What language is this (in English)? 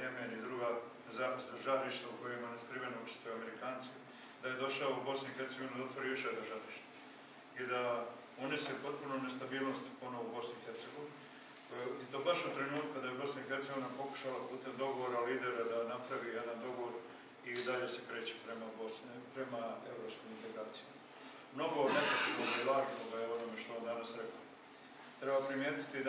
Croatian